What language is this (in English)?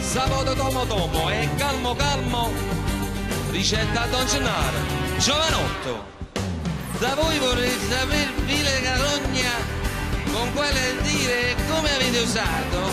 Neapolitan